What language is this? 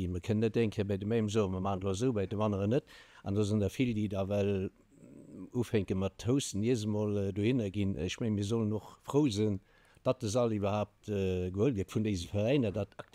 Luxembourgish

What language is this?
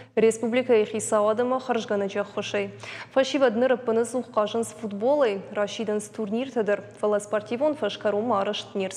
Ossetic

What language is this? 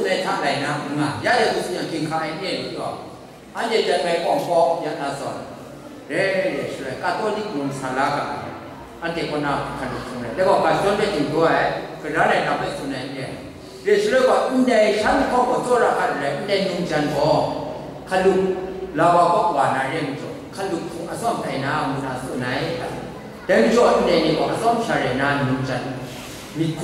Kachin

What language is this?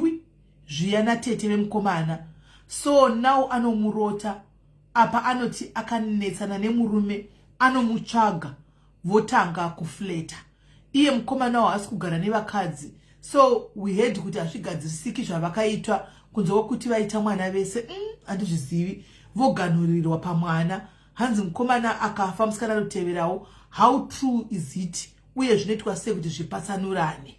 Shona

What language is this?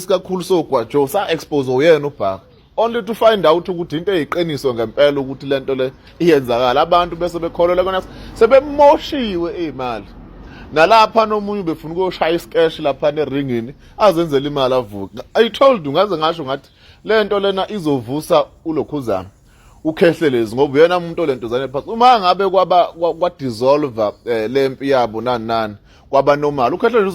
Zulu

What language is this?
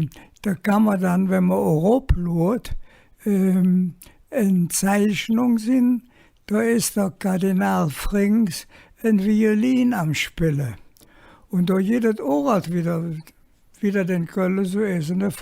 Colognian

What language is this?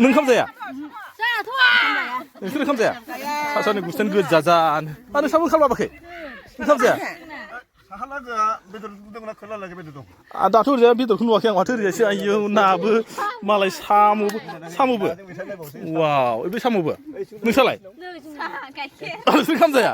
Bodo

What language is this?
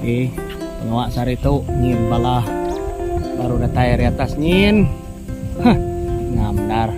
Iban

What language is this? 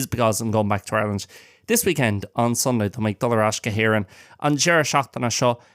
Irish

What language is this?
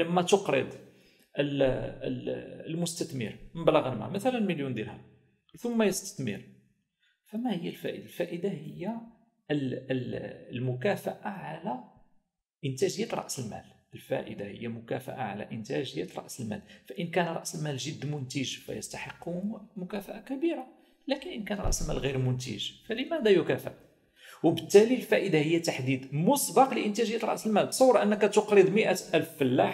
Arabic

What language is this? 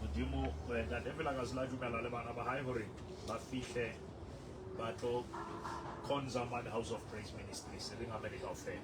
Southern Sotho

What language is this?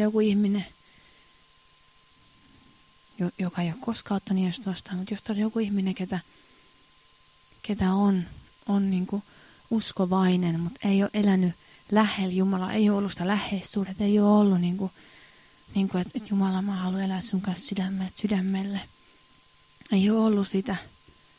Finnish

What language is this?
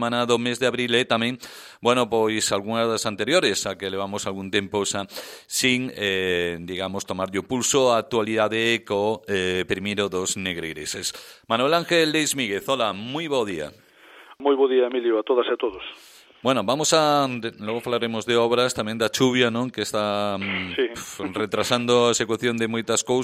Galician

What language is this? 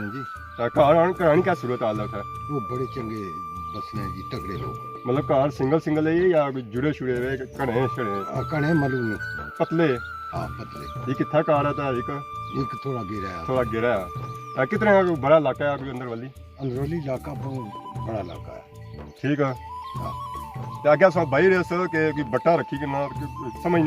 Pahari-Potwari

